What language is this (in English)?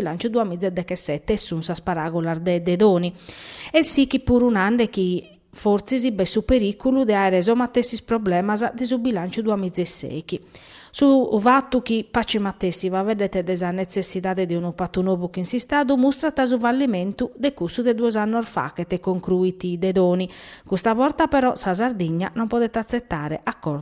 Sardinian